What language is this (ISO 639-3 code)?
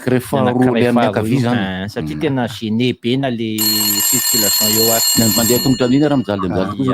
mlg